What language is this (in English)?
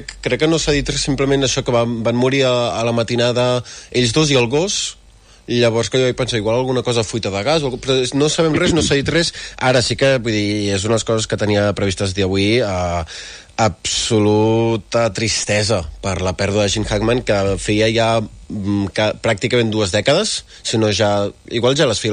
Catalan